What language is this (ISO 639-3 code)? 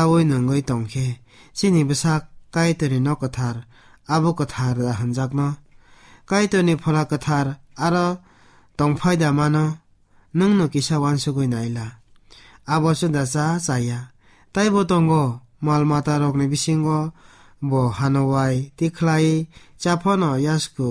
trp